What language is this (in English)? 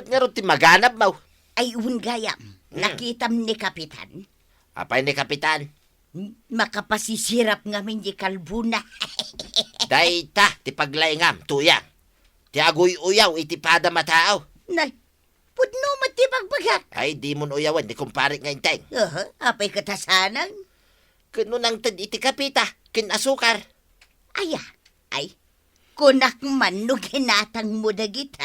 Iloko